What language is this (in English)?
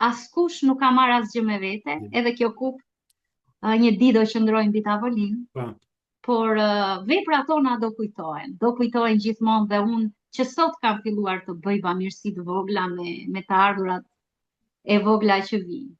Albanian